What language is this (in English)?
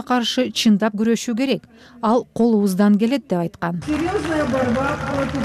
Kyrgyz